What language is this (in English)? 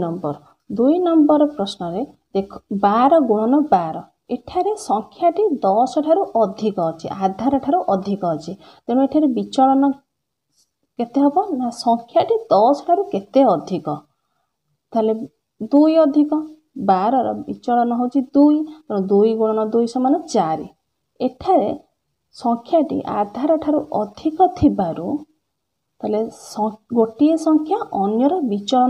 Odia